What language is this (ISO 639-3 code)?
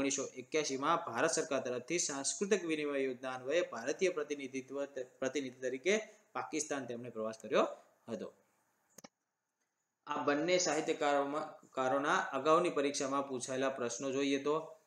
guj